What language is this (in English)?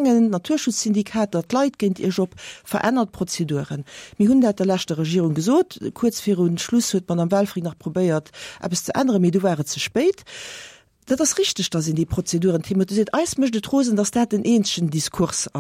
Luxembourgish